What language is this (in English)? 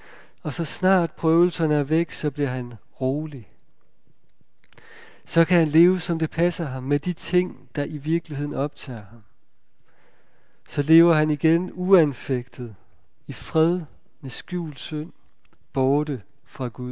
Danish